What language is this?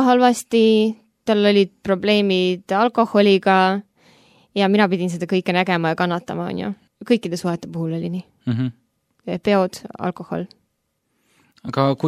Estonian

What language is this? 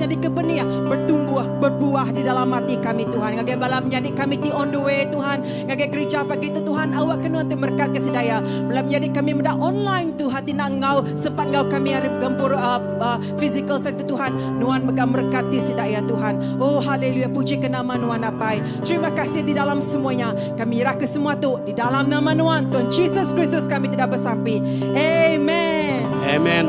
Iban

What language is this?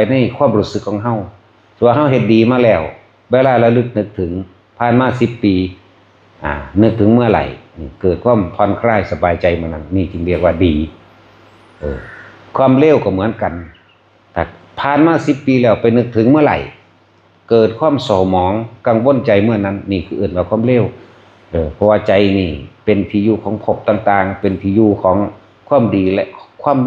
Lao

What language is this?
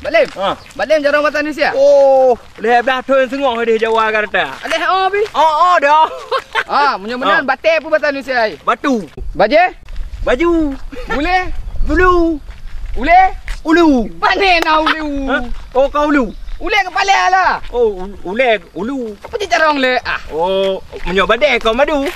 Achinese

